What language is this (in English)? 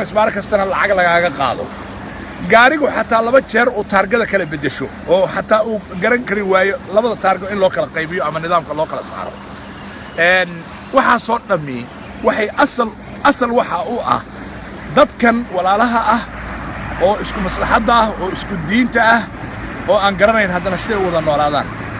Somali